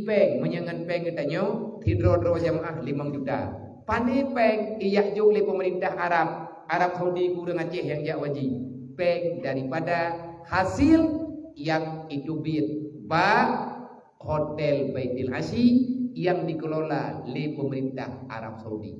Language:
Achinese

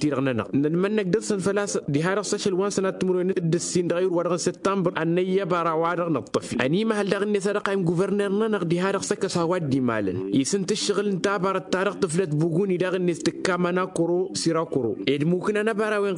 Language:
Tamasheq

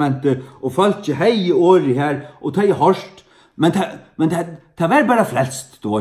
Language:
Faroese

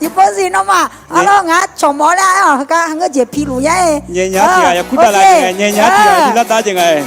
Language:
Akha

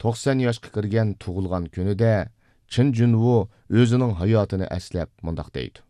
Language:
Uyghur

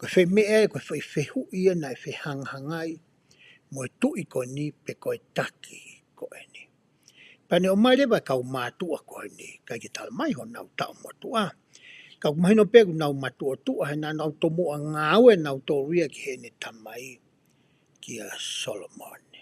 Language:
Tongan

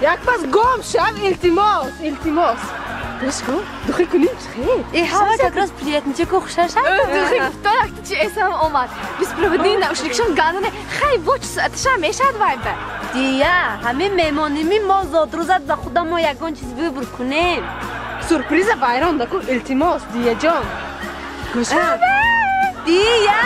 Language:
Tajik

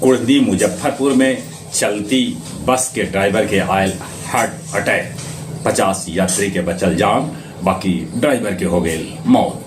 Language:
Magahi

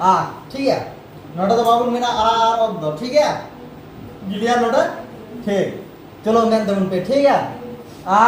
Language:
Santali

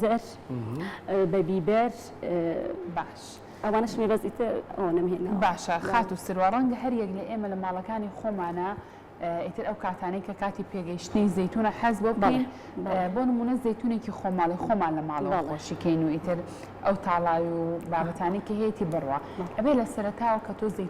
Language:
Central Kurdish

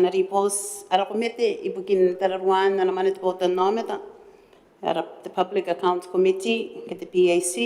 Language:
Gilbertese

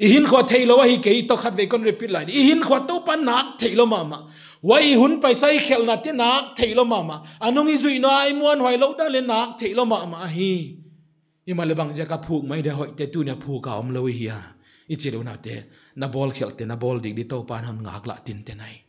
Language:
Paite Chin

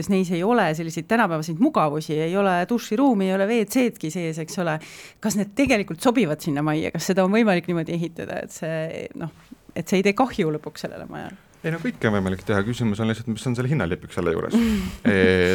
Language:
Estonian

